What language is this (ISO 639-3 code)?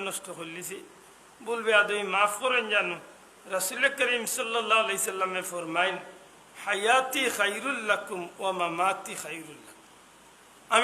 syl